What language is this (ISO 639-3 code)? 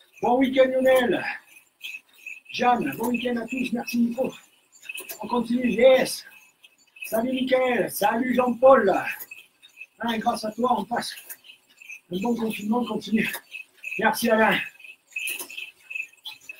fra